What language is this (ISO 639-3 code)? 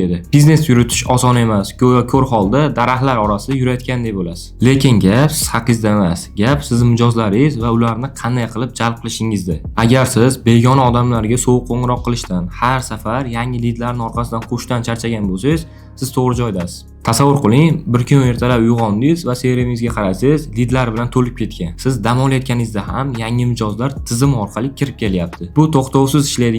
uzb